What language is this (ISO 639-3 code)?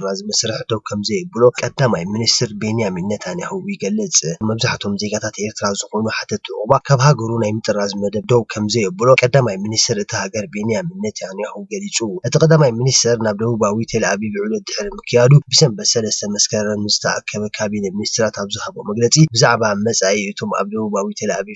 tir